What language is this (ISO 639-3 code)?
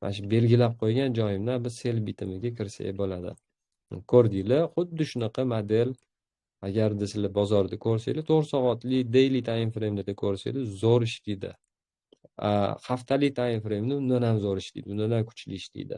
uzb